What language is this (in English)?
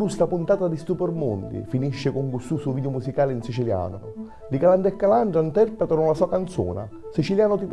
Sicilian